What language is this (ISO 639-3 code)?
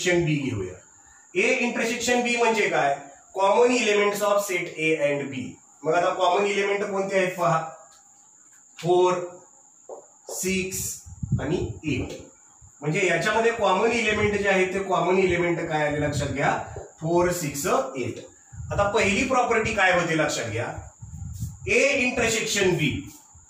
mar